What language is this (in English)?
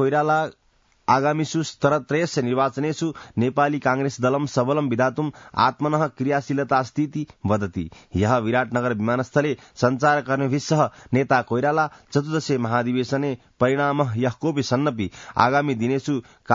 Sanskrit